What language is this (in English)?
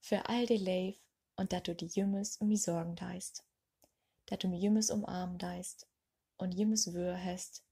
Low German